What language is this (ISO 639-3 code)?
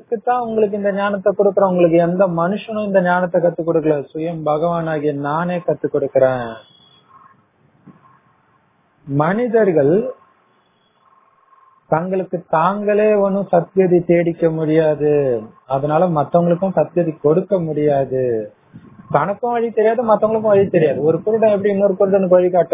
tam